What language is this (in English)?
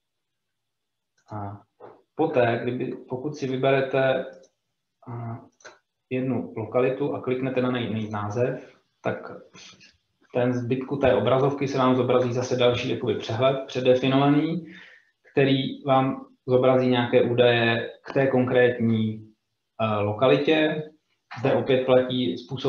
Czech